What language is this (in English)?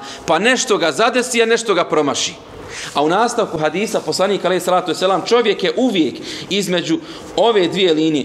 Bosnian